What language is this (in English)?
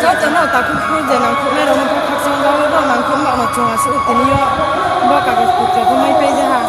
Riang (India)